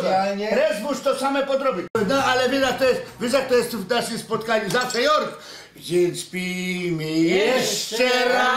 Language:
Silesian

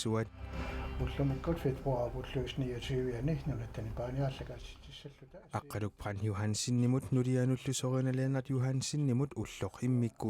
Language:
Kalaallisut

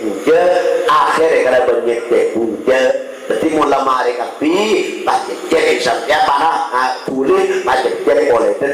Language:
Madurese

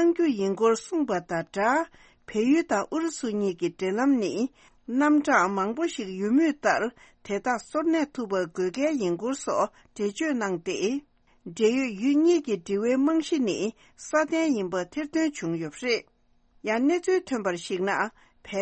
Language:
Tibetan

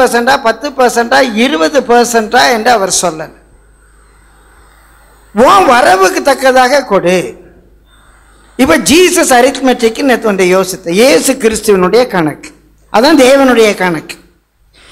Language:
Tamil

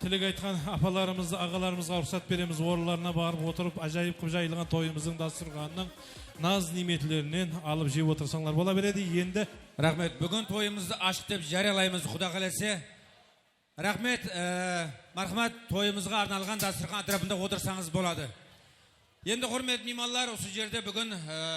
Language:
Kara-Kalpak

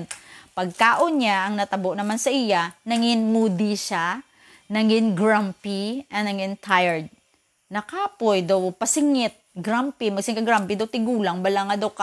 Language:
Hiligaynon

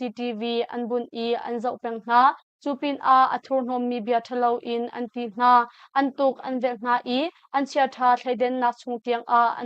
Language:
Hakha Chin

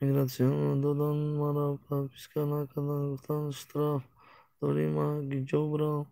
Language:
Tajik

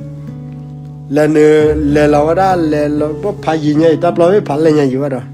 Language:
S'gaw Karen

